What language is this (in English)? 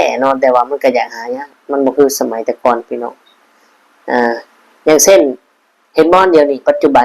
Lao